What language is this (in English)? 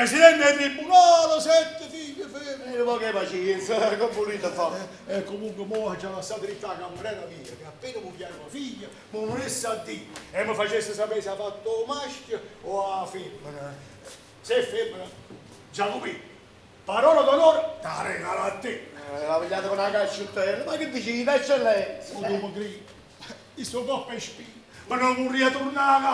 Neapolitan